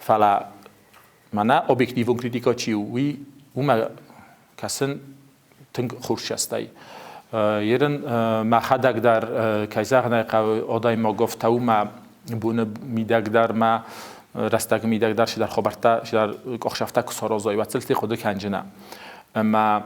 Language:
Ossetic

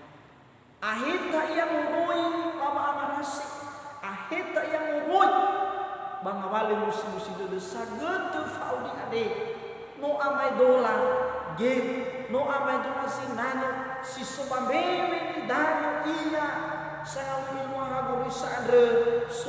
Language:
Nias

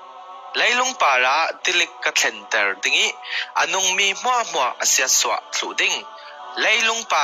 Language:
Falam Chin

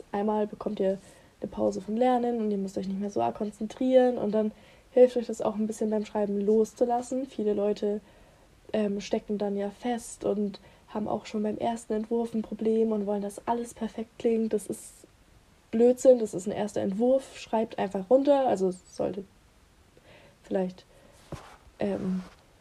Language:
German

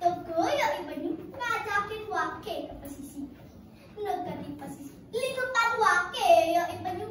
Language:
Balinese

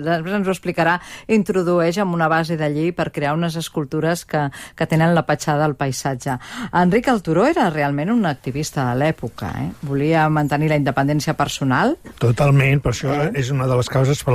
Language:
Catalan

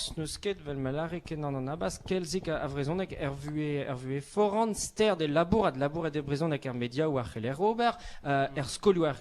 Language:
Breton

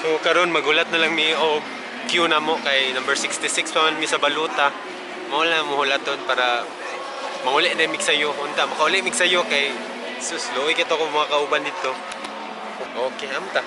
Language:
Cebuano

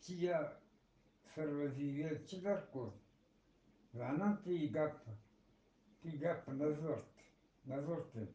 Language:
Eastern Balochi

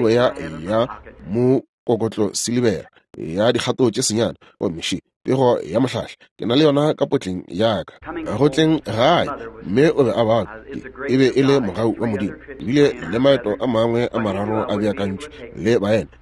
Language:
Northern Sotho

